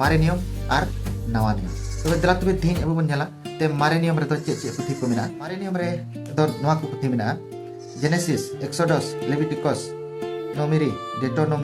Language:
Santali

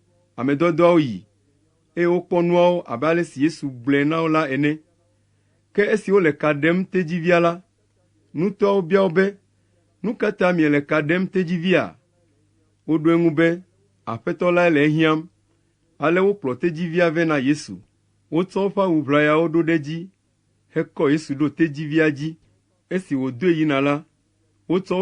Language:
Ewe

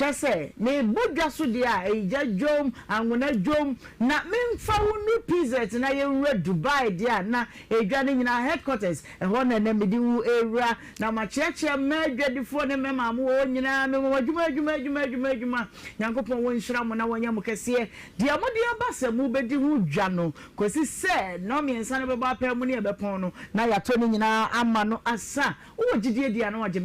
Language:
Akan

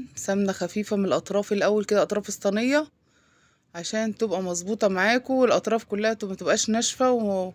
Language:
Egyptian Arabic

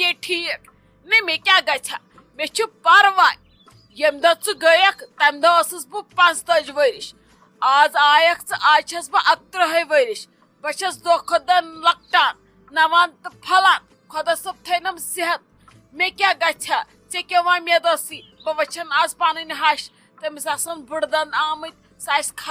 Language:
Kashmiri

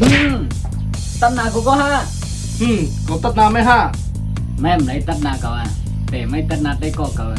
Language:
Shan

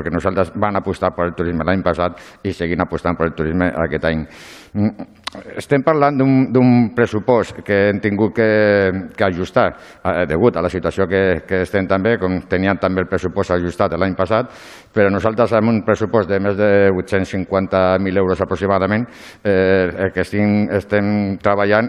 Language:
Catalan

